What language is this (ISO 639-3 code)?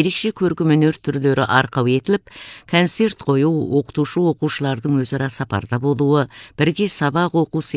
kaz